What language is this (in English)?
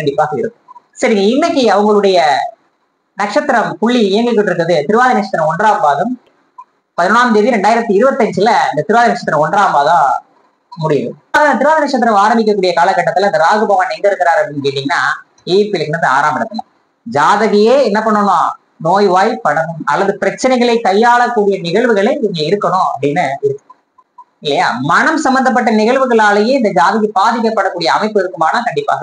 Tamil